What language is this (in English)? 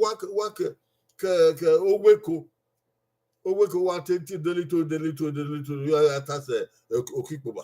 Bini